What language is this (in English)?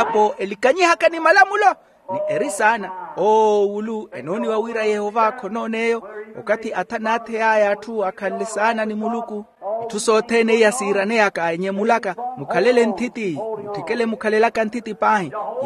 Makhuwa